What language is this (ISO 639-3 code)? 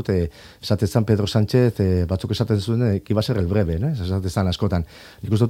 eus